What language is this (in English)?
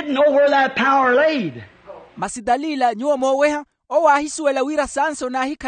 Makhuwa